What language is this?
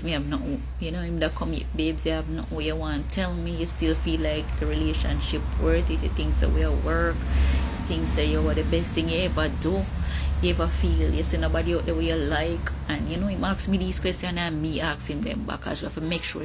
Jamaican Creole English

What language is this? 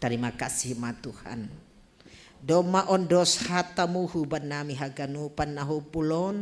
Batak Simalungun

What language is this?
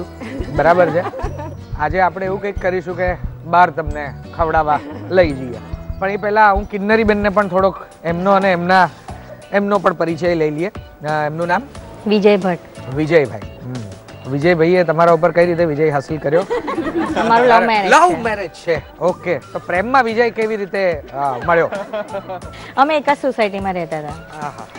Gujarati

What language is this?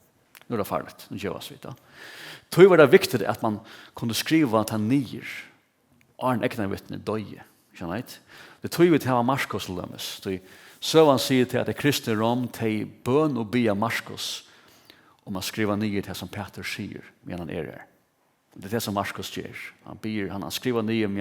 Faroese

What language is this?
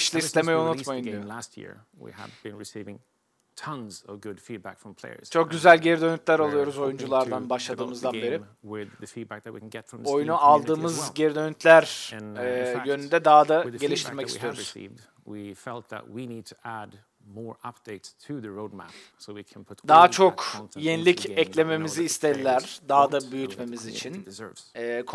Turkish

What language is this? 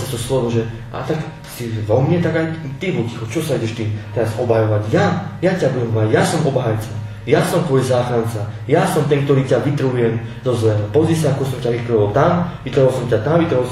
Slovak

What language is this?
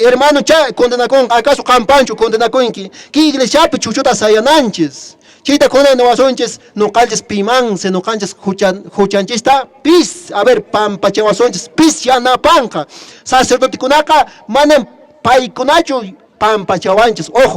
Quechua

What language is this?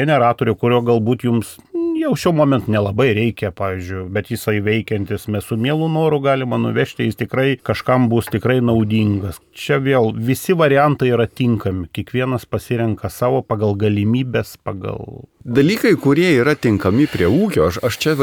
Lithuanian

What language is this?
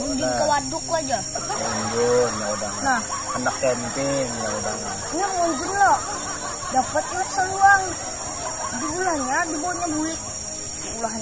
Banjar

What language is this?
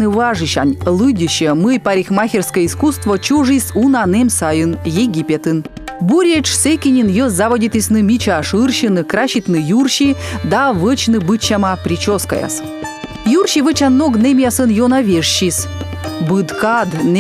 Komi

